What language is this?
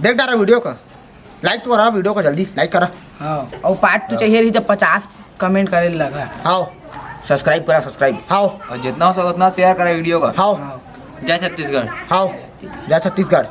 Chhattisgarhi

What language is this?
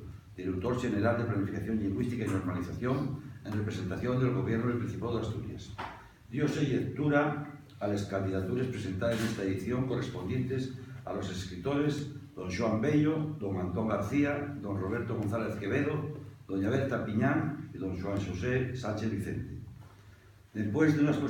Asturian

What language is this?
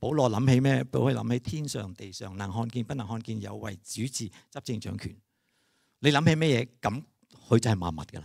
Cantonese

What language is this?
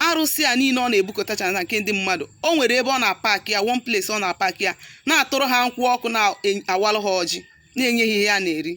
Igbo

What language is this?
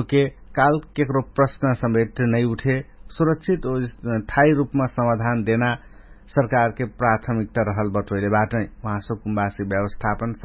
Dangaura Tharu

